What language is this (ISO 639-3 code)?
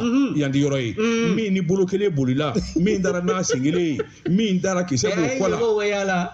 bam